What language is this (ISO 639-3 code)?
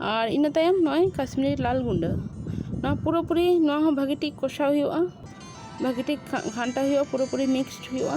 sat